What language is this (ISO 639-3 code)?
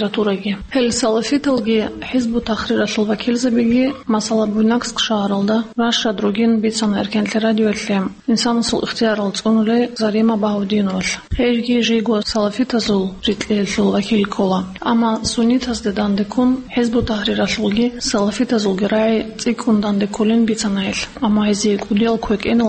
ava